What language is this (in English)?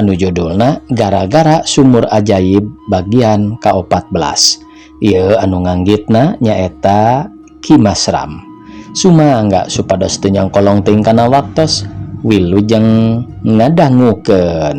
Sundanese